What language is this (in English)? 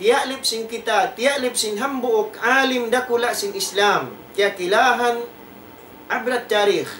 Tausug